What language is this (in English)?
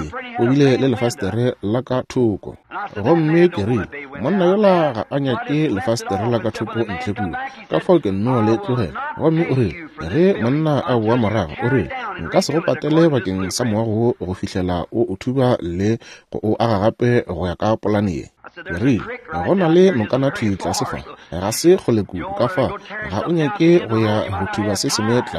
Northern Sotho